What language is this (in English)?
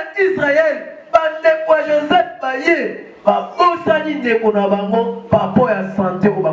Lingala